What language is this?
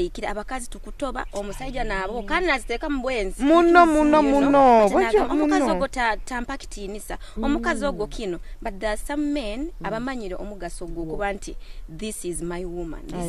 Nyoro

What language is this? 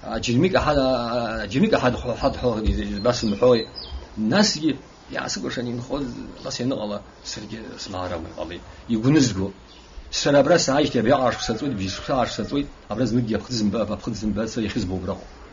Abkhazian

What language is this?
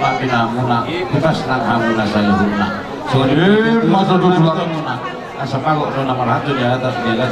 Batak Toba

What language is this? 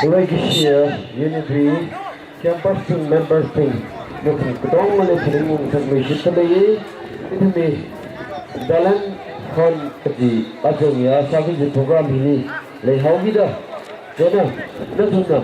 Tangkhul Naga (India)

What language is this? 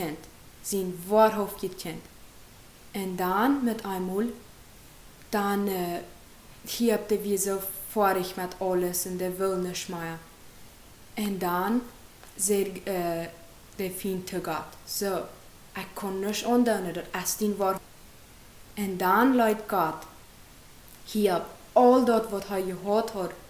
Plautdietsch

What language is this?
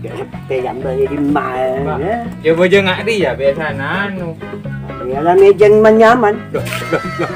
Madurese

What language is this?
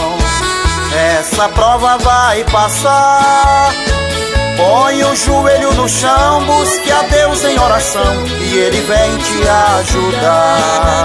Portuguese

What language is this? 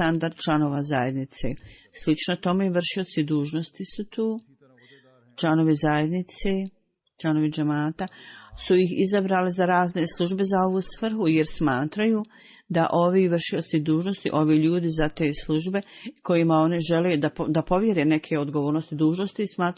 Bosnian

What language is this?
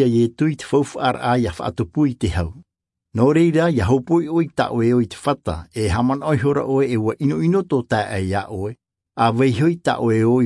Tahitian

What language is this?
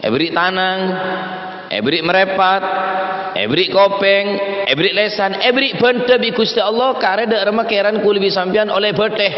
Madurese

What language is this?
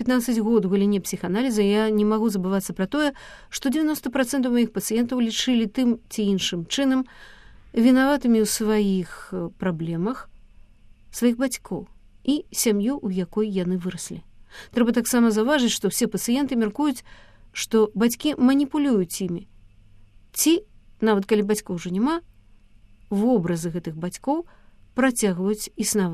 Belarusian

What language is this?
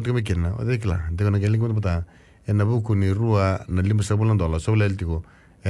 Fijian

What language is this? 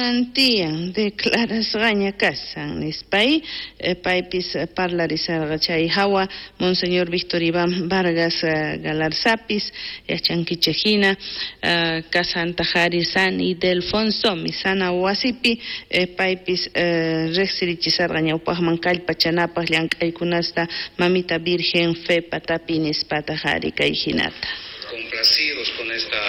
South Bolivian Quechua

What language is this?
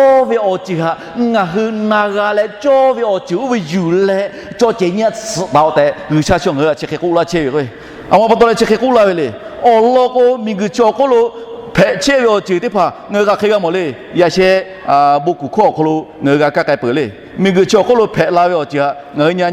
Lahu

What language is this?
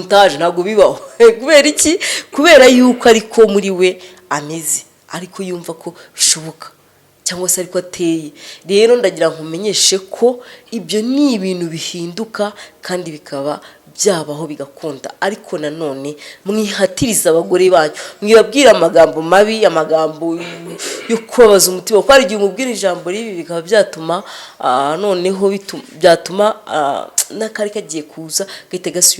Kinyarwanda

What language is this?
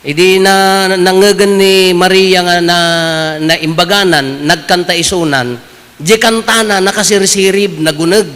Iloko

